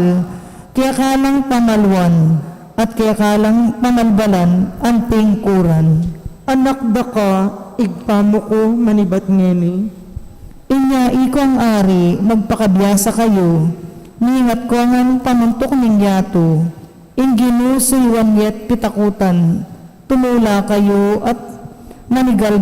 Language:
Pampanga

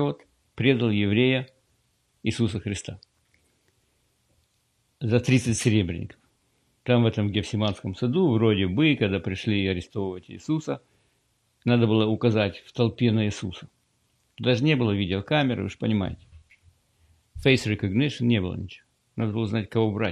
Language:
Russian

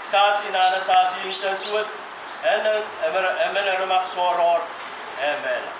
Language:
Pohnpeian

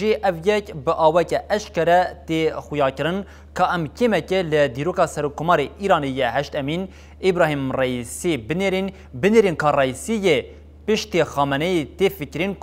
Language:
Kurdish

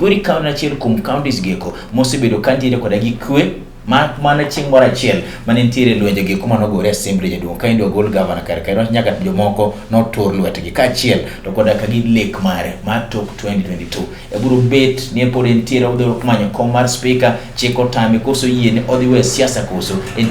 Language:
Luo (Kenya and Tanzania)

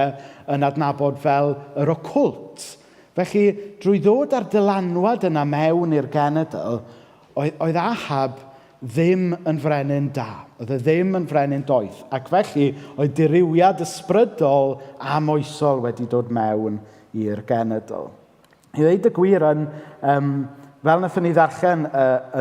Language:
Welsh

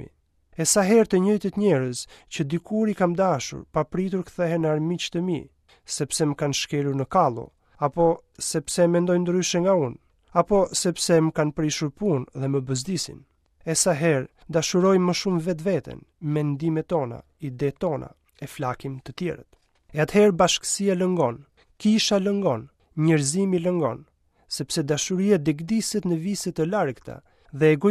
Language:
Albanian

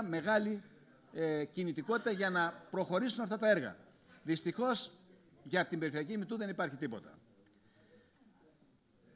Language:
Greek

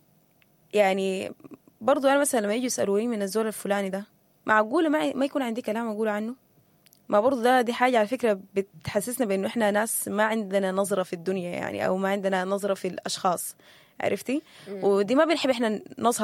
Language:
Sudanese Arabic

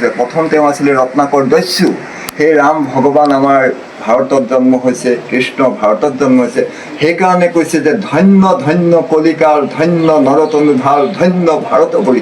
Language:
Assamese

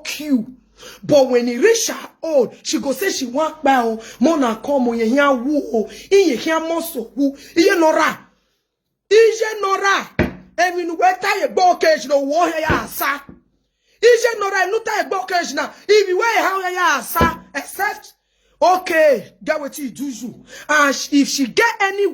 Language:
Nigerian Pidgin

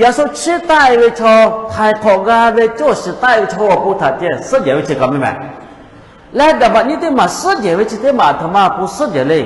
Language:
Lahu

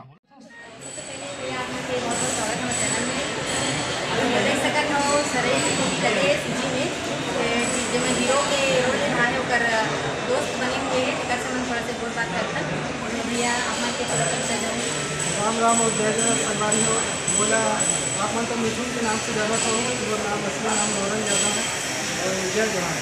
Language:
Chhattisgarhi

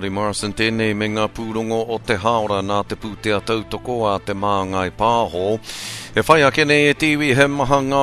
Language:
Māori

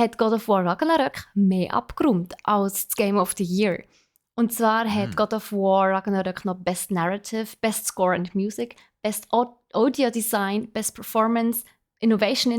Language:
Swiss German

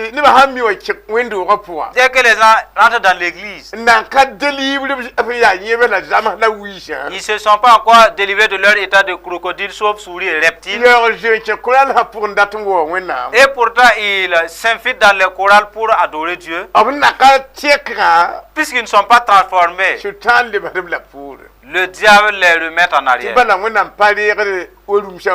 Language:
Mossi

